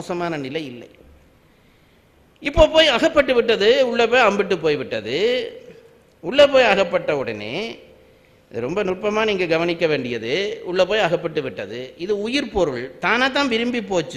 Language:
Tamil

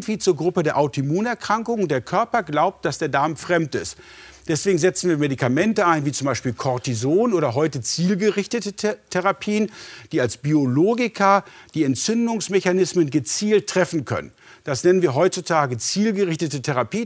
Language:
German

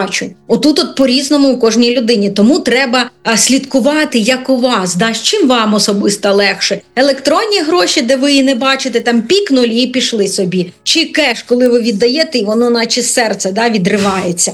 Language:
Ukrainian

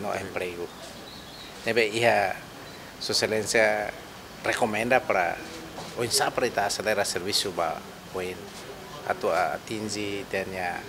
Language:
Tetum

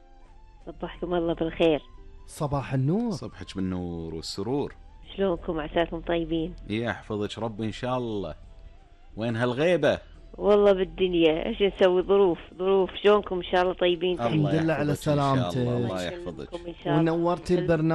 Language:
Gulf Arabic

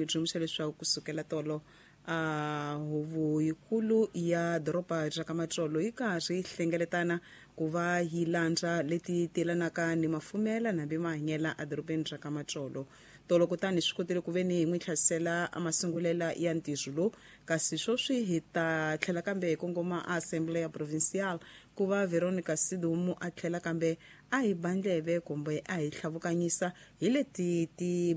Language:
Tsonga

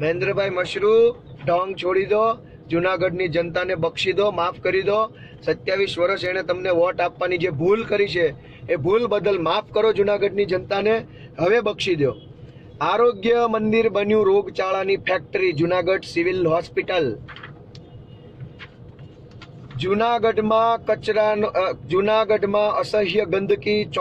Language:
Gujarati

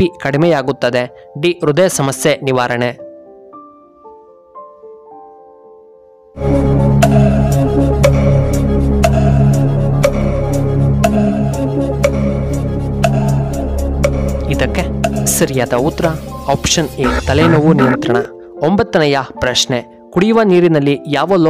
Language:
Kannada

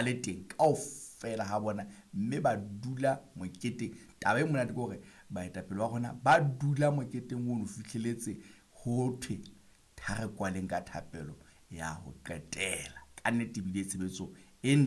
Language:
Southern Sotho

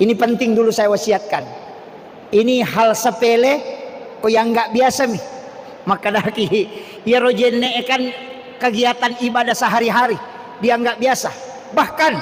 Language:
Buginese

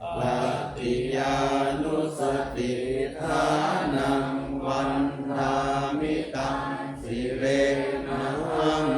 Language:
Pali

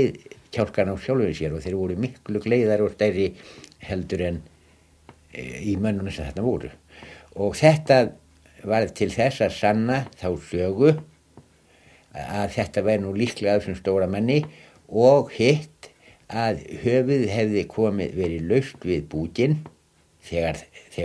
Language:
Icelandic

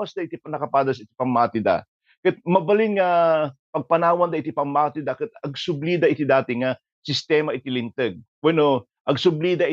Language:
Iloko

